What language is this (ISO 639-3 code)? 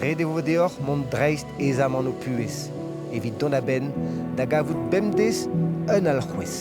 bre